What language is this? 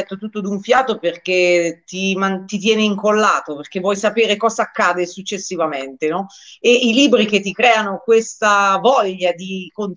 Italian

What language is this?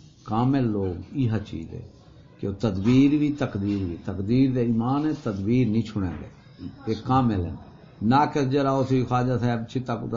Saraiki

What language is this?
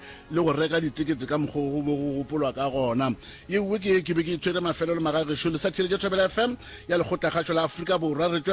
Northern Sotho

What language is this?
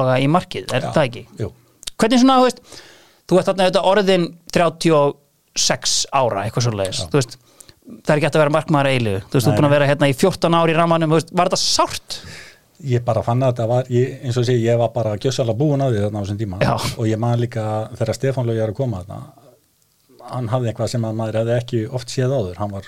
Icelandic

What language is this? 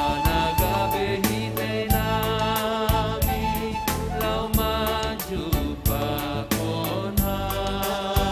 Batak Simalungun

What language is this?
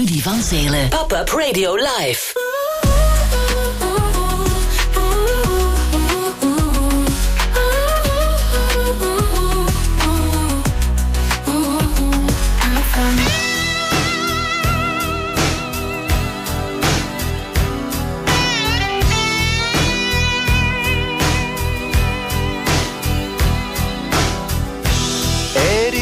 Dutch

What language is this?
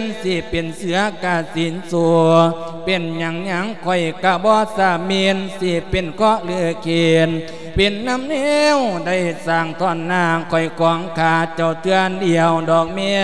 Lao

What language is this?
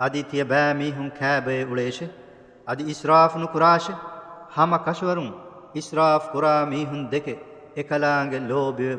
Divehi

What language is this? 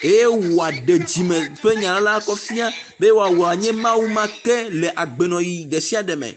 Ewe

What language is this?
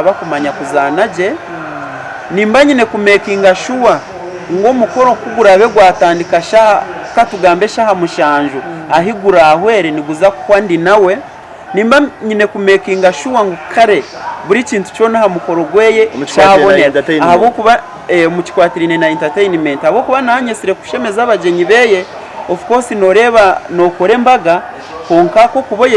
Nyankole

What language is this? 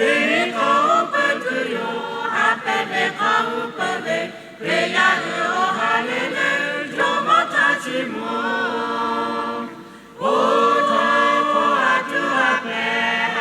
Lahu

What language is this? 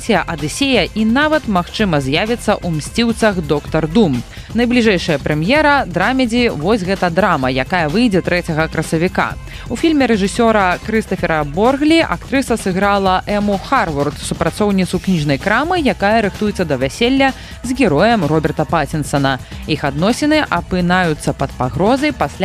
Belarusian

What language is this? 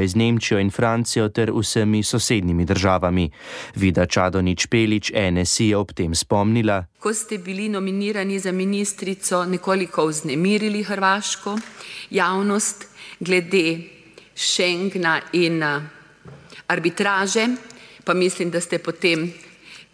Slovenian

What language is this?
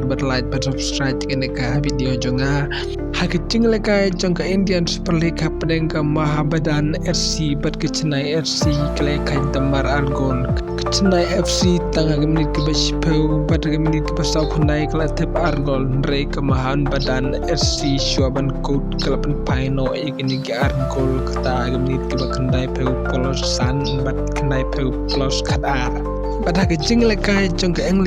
Khasi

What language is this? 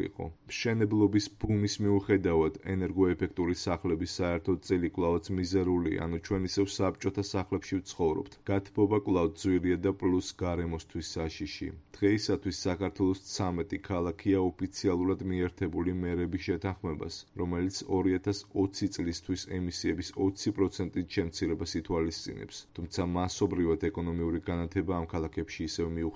Georgian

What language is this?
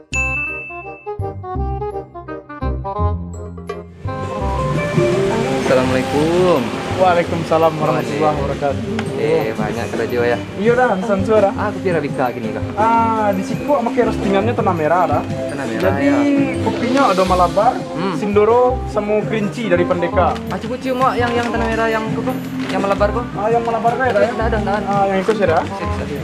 Minangkabau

